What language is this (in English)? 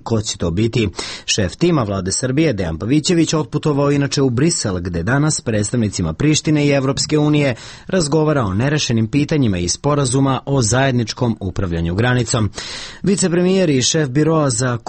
Serbian